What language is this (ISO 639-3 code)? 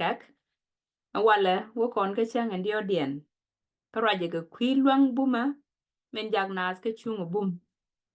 nus